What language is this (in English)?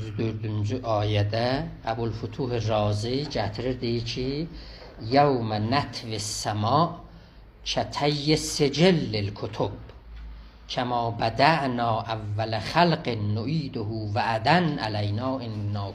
South Azerbaijani